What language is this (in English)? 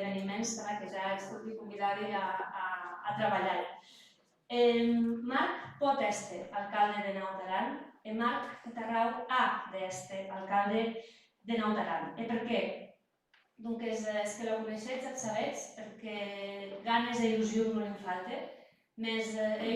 Occitan